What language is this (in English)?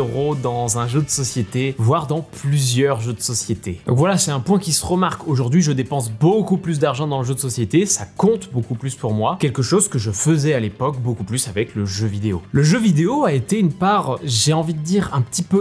French